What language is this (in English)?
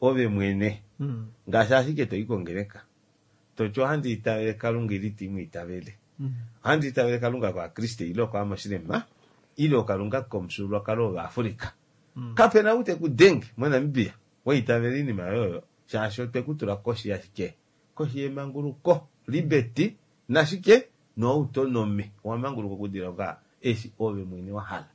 Kuanyama